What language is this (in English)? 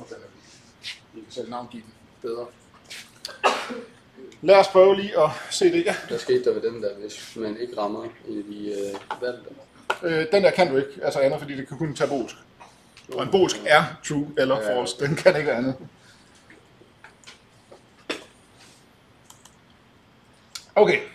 Danish